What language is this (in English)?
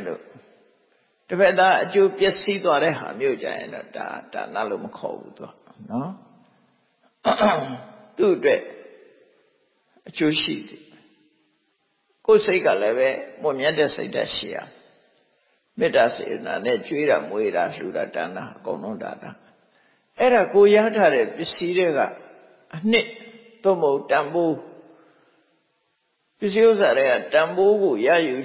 Burmese